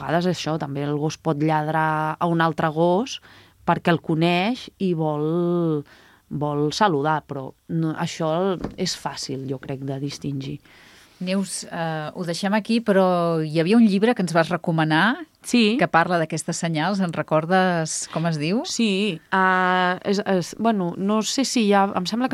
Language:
Catalan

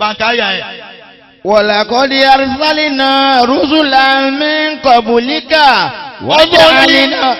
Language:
Yoruba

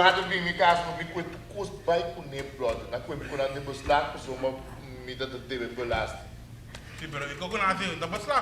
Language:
Papiamento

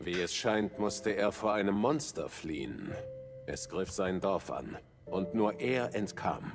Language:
Bavarian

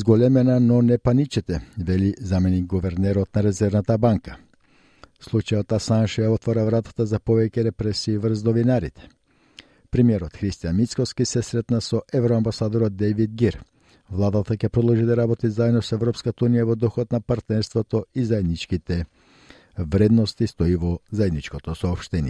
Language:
Macedonian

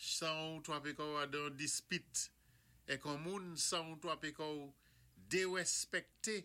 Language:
Saint Lucian Creole French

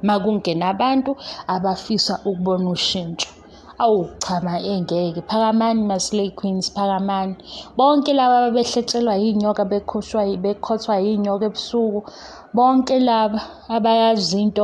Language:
Zulu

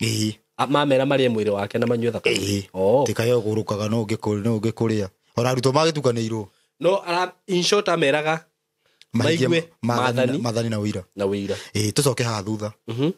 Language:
Kikuyu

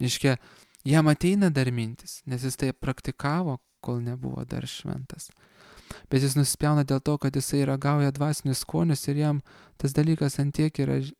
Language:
Lithuanian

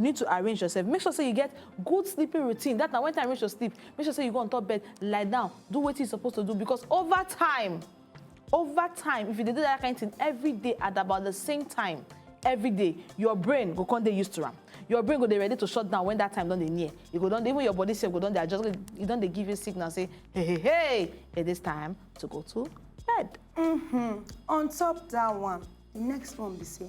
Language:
Nigerian Pidgin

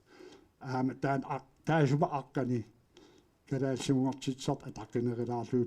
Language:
Kalaallisut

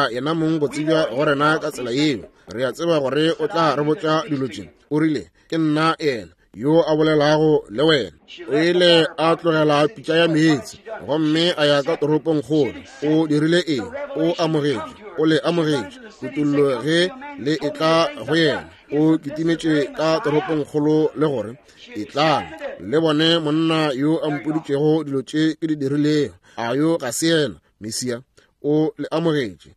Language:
Northern Sotho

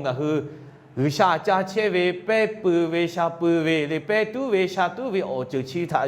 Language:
Lahu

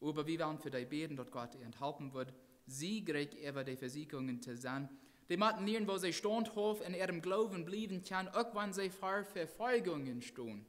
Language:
Plautdietsch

